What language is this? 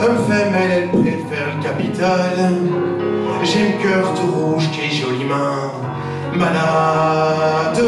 Picard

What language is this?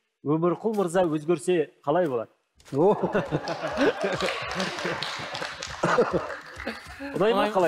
Kazakh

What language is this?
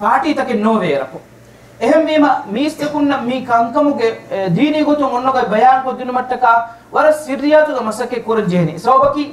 Divehi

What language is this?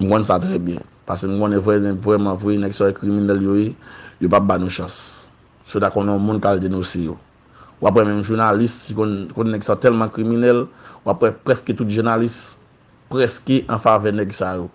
Haitian Creole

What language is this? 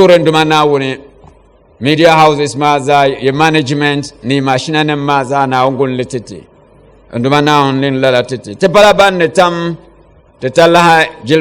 Dagbani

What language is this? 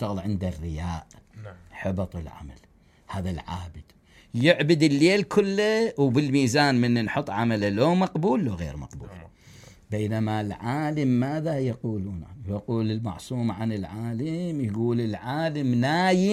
Mesopotamian Arabic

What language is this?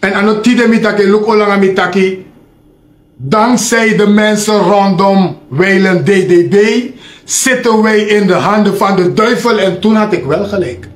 Sranan Tongo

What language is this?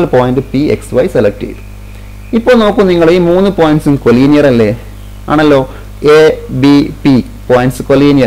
Malayalam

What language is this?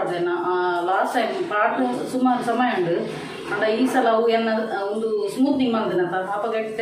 Tulu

